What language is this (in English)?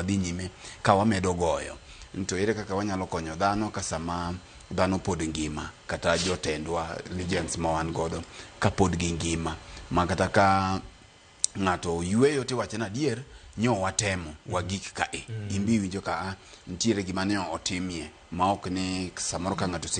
Luo (Kenya and Tanzania)